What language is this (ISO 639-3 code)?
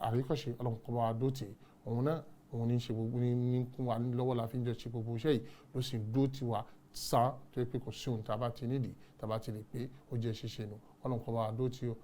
yor